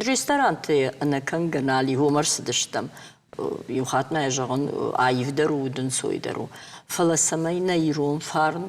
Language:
Ossetic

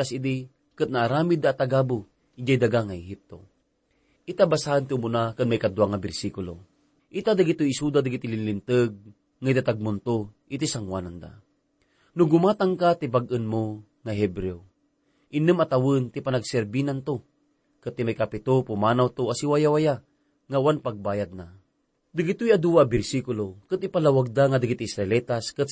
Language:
Iloko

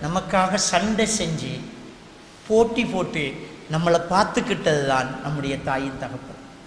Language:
Tamil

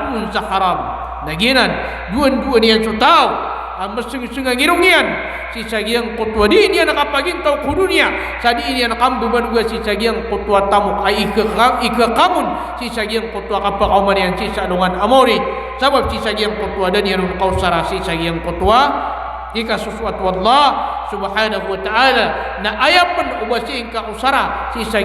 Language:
Maranao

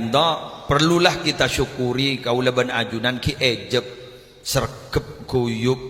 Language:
Madurese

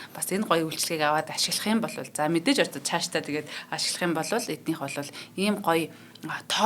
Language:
Mongolian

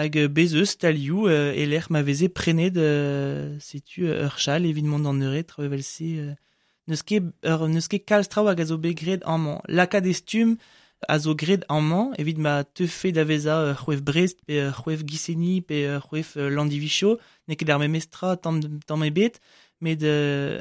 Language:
Breton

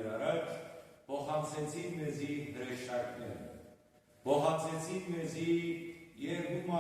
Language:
Western Armenian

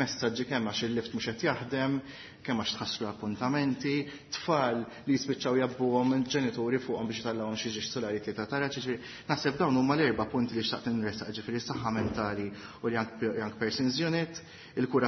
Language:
Maltese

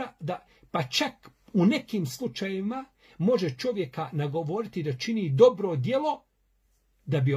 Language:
Bosnian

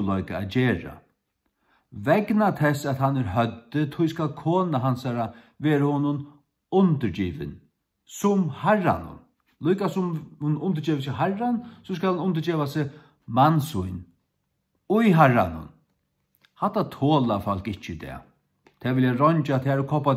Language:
Faroese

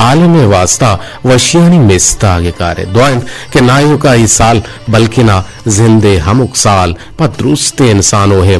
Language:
Eastern Balochi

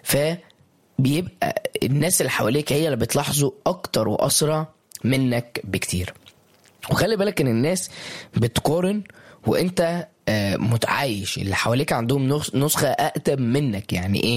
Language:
Egyptian Arabic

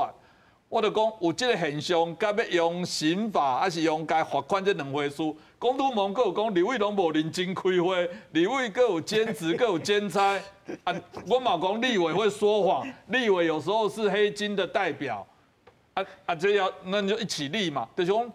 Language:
Min Nan Chinese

